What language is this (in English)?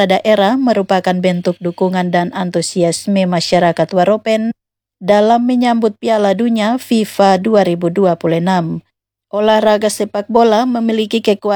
Indonesian